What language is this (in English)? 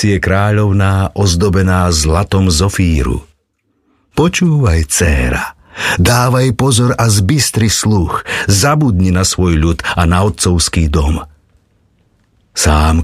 Slovak